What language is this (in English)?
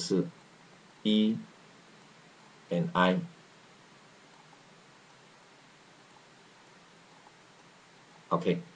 Chinese